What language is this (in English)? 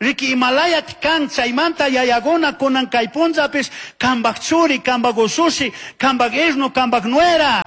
Chimborazo Highland Quichua